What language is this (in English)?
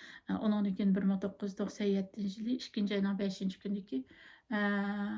Uyghur